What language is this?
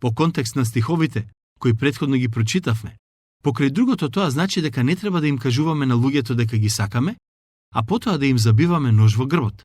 Macedonian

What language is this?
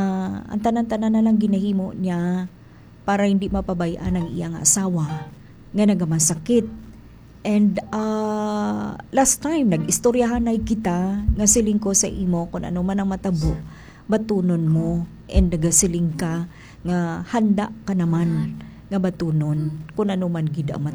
Hiligaynon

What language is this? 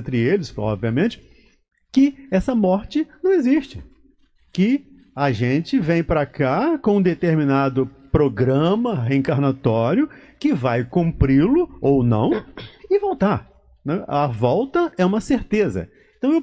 Portuguese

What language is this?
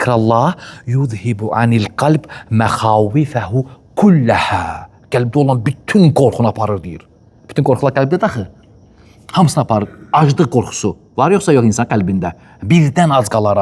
Azerbaijani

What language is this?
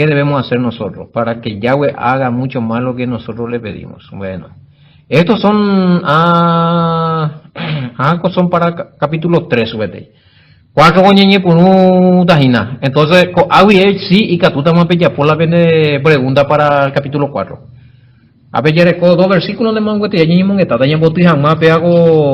Guarani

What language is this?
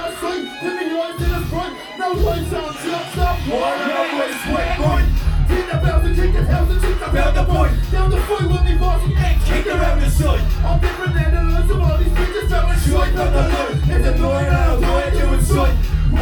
English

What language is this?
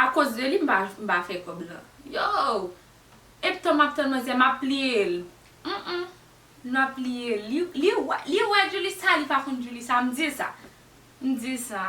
Haitian Creole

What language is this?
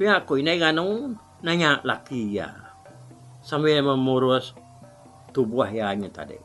Iban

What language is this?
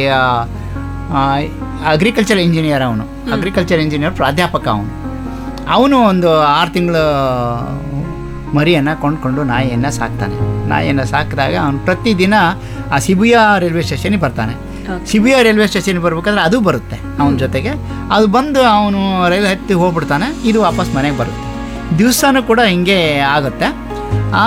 Kannada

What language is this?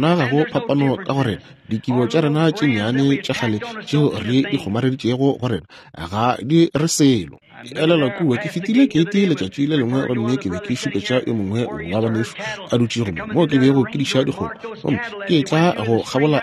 Northern Sotho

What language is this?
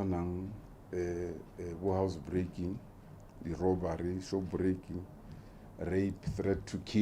Tswana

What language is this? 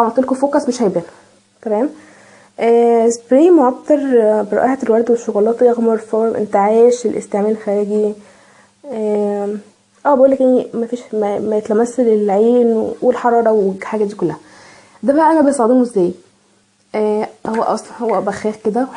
Egyptian Arabic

